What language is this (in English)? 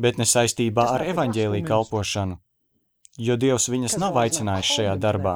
Latvian